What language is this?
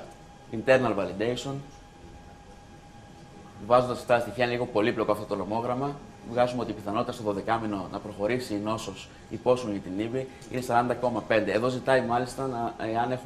Greek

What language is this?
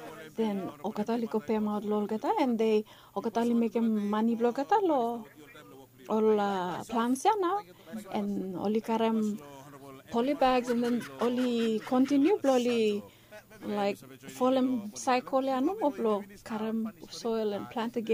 Bislama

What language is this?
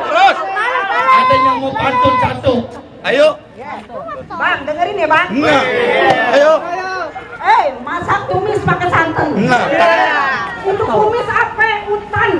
Betawi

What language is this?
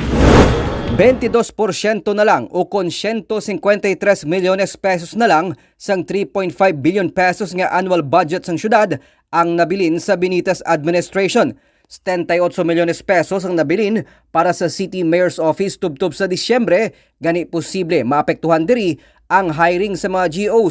Hiligaynon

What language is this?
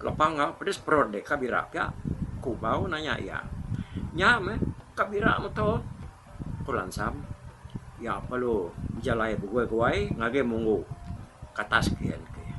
Iban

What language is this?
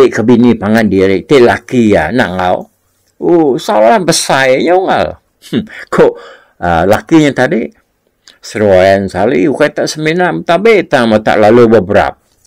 Iban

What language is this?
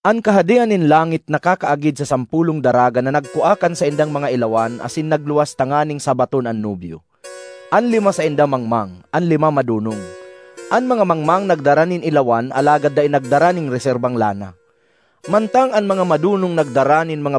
Bikol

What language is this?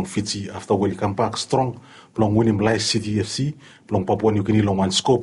Bislama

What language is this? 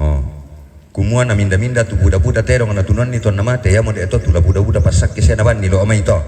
Toraja-Sa'dan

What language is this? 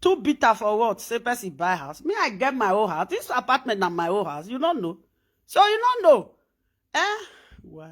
Nigerian Pidgin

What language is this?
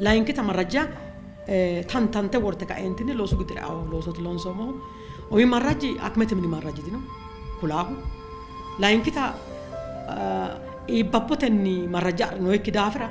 Sidamo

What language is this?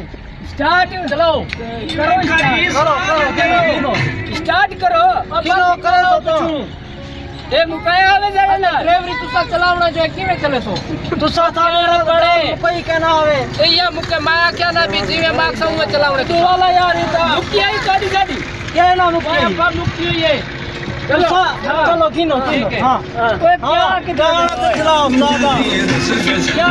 Saraiki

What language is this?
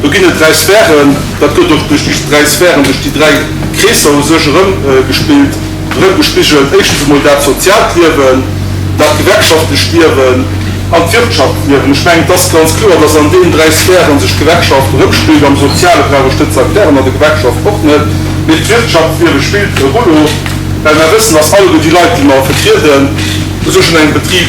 Luxembourgish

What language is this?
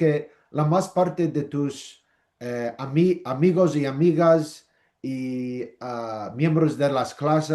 Ladino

